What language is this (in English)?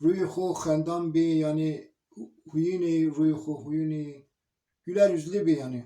Zaza